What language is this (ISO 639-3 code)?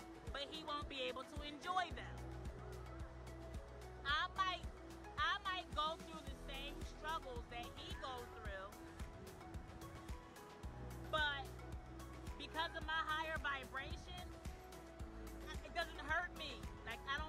eng